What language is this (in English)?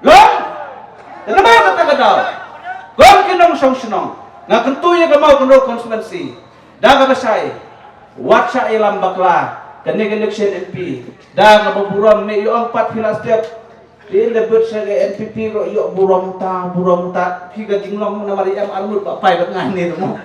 Khasi